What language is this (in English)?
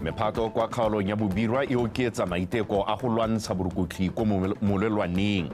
Tswana